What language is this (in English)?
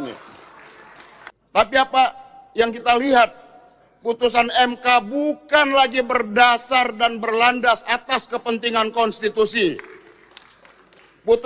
Indonesian